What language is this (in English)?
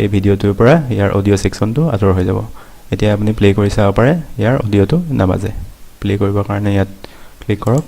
Assamese